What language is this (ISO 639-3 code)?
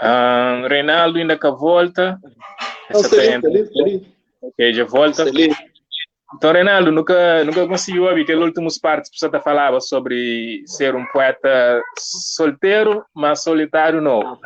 kea